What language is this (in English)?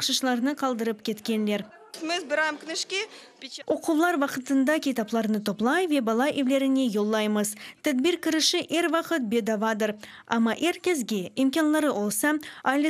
Crimean Tatar